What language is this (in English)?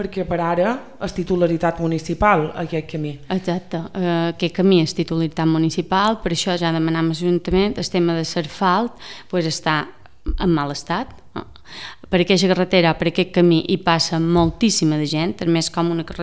Catalan